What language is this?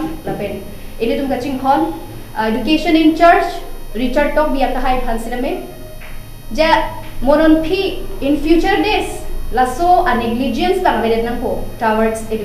Karbi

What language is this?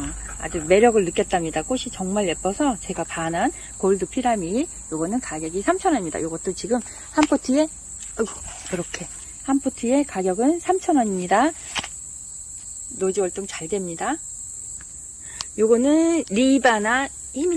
Korean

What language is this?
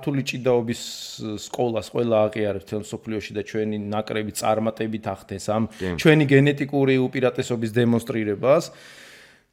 Georgian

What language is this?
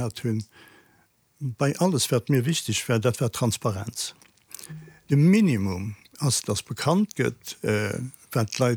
Luxembourgish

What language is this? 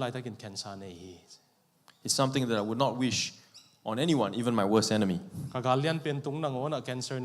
Tedim Chin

